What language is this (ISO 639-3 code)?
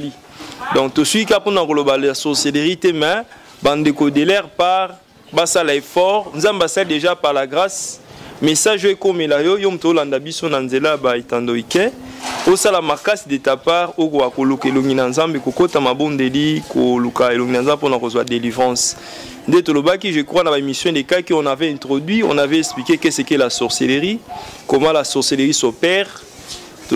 lin